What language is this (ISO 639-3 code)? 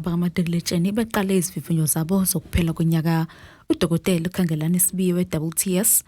zul